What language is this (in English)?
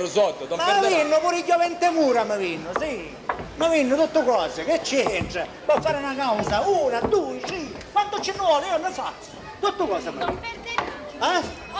Sicilian